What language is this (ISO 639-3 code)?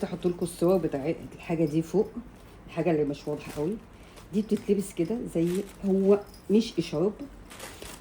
arz